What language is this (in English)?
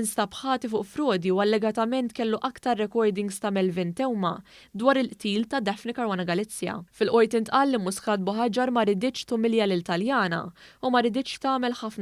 Maltese